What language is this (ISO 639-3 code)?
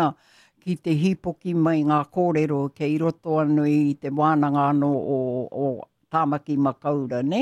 mri